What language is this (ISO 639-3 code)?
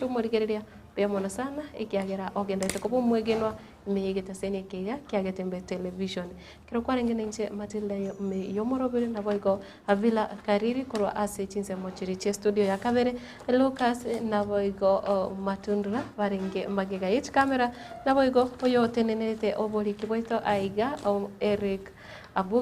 guz